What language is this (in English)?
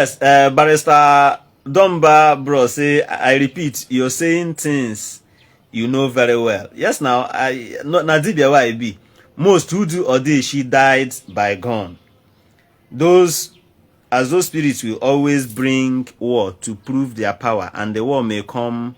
Igbo